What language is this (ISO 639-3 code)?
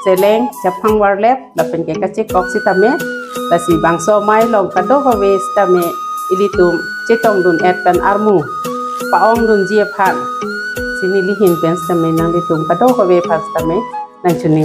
mjw